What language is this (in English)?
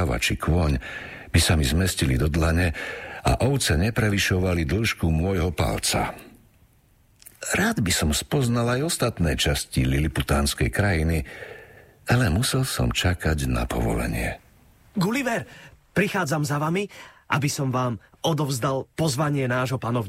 Slovak